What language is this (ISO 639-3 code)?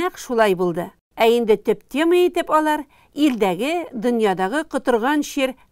tat